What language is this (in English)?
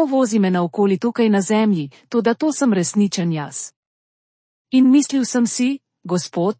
Slovenian